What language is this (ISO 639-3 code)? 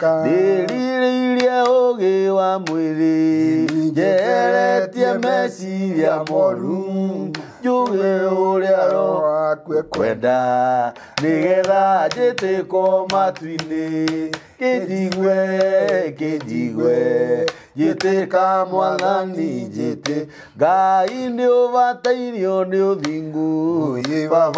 kik